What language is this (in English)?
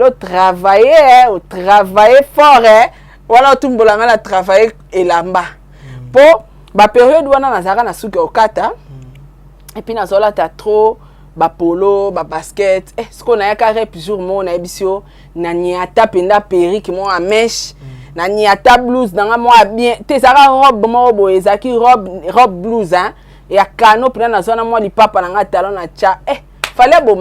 Lingala